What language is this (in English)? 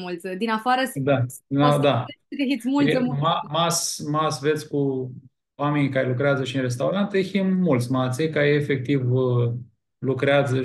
Aromanian